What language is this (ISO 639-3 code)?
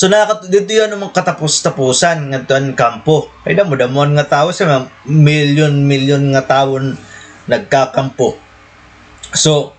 war